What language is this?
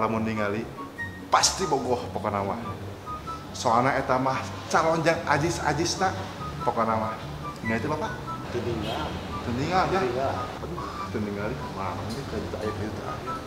Sundanese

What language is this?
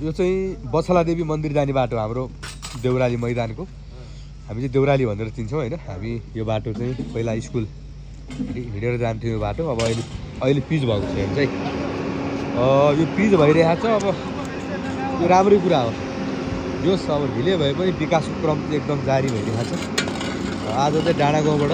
Nepali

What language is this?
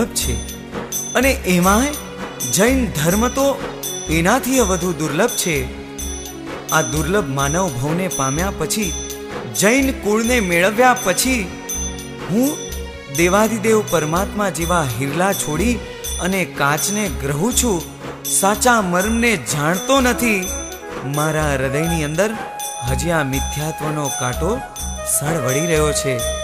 Gujarati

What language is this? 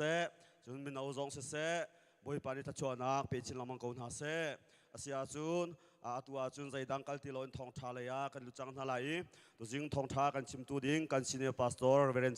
Hakha Chin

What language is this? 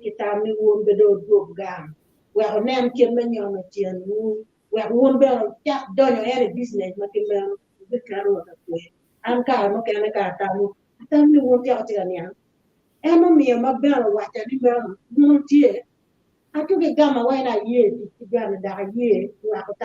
Acoli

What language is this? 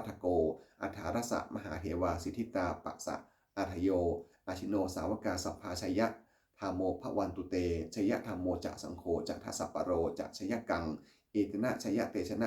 Pali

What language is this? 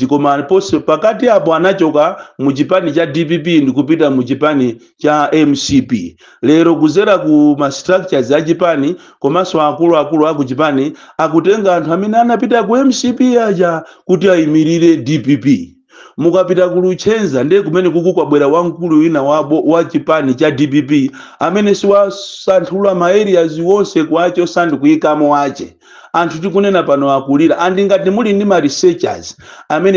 Nyanja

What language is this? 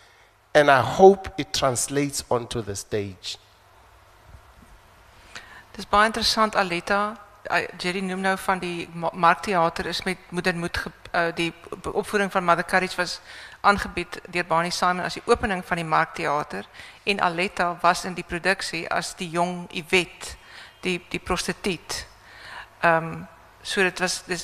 Afrikaans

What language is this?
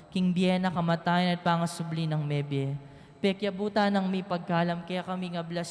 Pampanga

